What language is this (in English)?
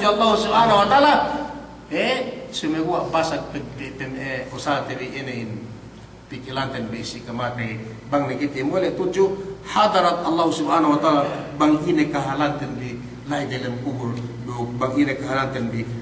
Yakan